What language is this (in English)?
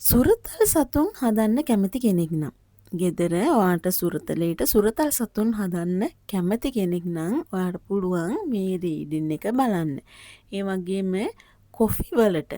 Sinhala